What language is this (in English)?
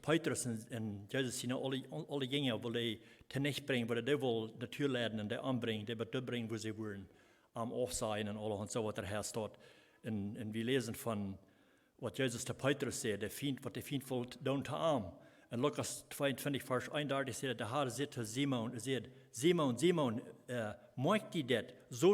Plautdietsch